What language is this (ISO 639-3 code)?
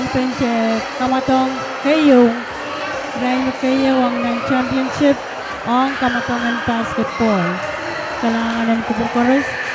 pon